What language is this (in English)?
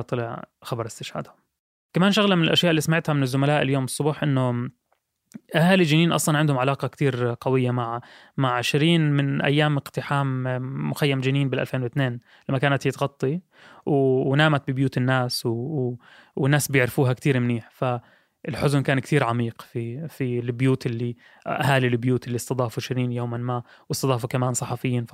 North Levantine Arabic